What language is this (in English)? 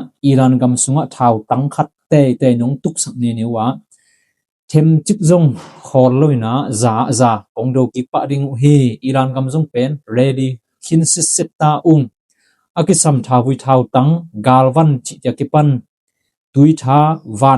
Tedim Chin